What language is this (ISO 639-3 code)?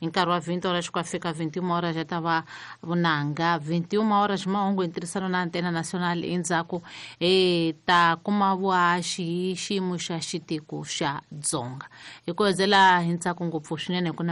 tso